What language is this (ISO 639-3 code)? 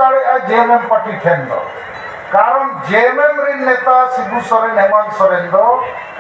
sat